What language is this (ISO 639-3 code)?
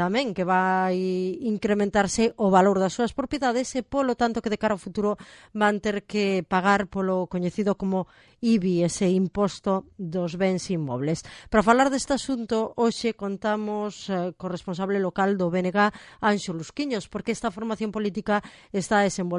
glg